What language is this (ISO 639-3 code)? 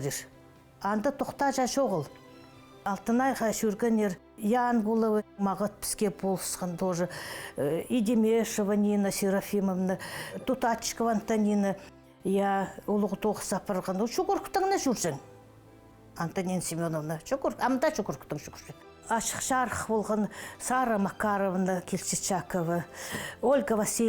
kjh